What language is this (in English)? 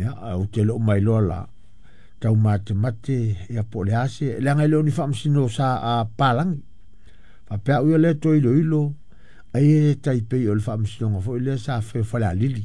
Samoan